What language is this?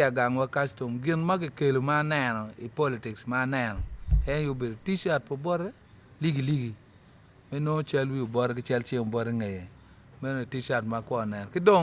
Acoli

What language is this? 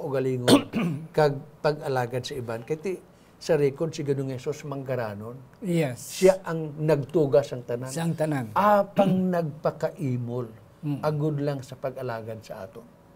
Hiligaynon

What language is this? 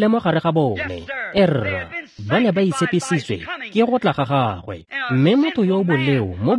Tswana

